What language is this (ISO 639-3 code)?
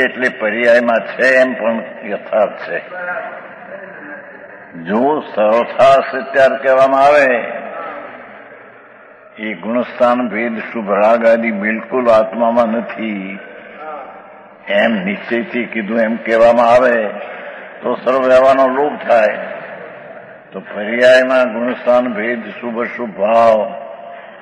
guj